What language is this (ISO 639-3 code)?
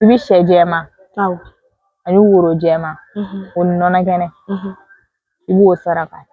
bam